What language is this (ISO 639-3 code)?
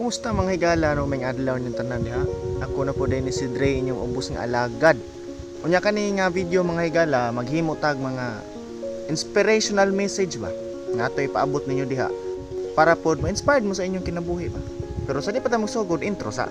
ceb